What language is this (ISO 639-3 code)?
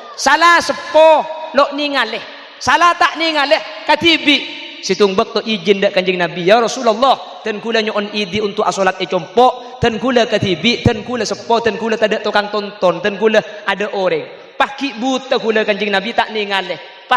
mad